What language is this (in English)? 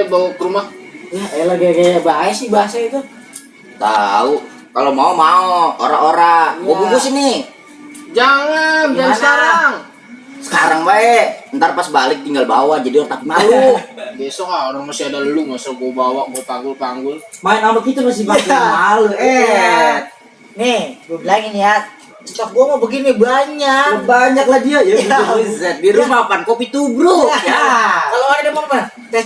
Betawi